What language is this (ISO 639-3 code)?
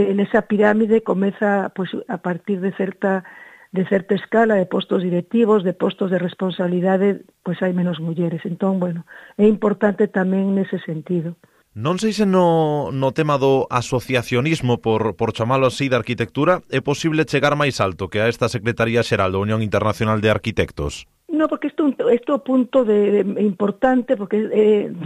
glg